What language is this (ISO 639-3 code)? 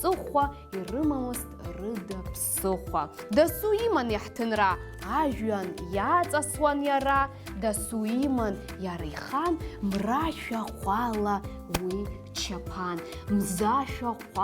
abk